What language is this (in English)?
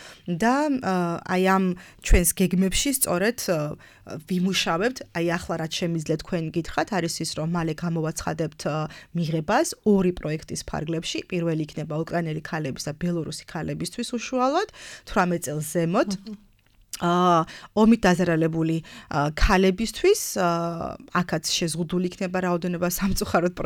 Georgian